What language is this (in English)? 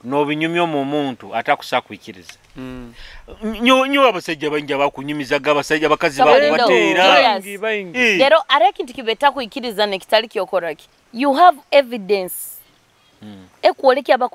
Nyoro